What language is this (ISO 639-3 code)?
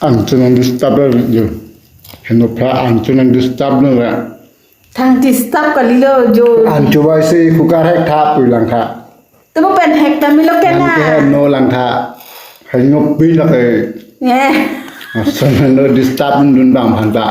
mjw